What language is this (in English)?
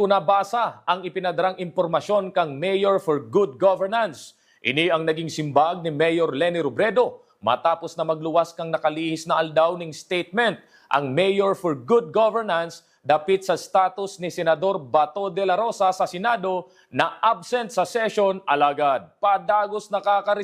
Bikol